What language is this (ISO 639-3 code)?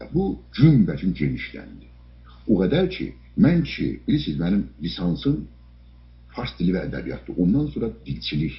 azb